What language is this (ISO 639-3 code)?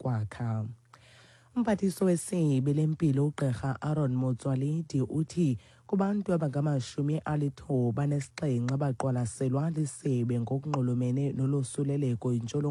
xho